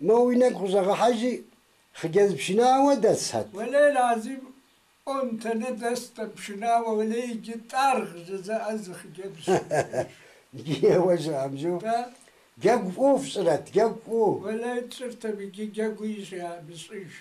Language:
Kabardian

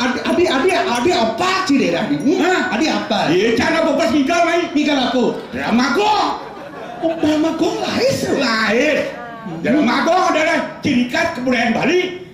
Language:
Balinese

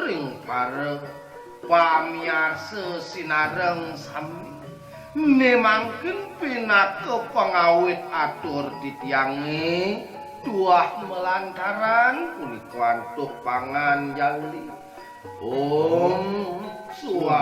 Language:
Balinese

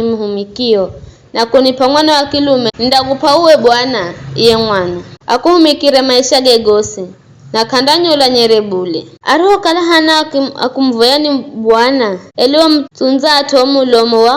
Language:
Giryama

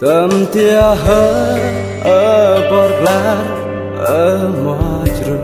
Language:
Central Mnong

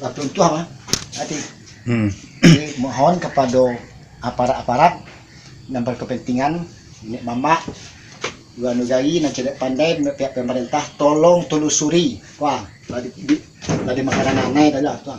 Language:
Minangkabau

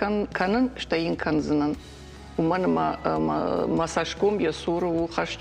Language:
Ossetic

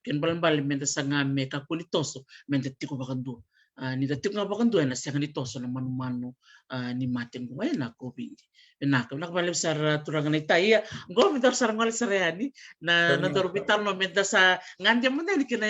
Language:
Fijian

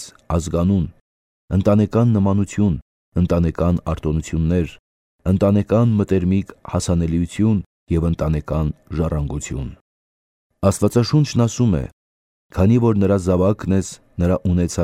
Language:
Armenian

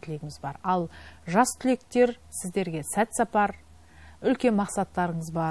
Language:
Kazakh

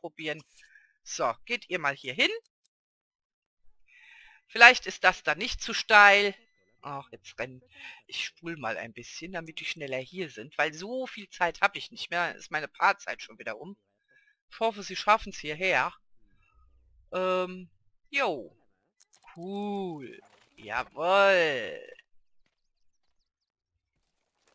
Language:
German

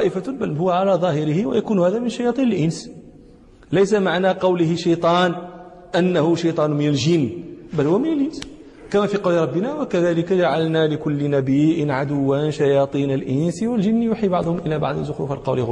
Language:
Arabic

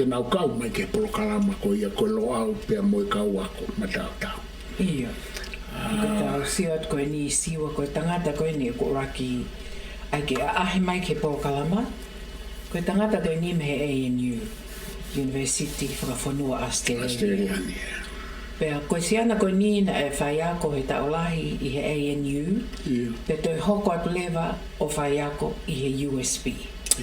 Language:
Tongan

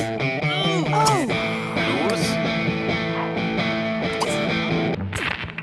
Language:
German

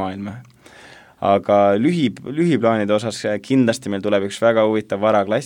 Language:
Estonian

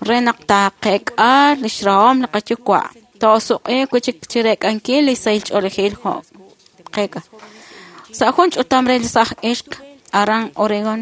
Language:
Kekchí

